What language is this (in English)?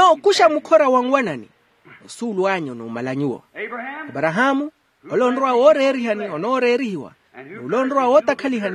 Makhuwa